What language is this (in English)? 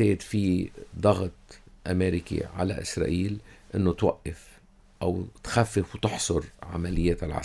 North Levantine Arabic